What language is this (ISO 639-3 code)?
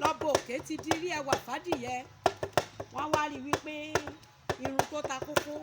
yor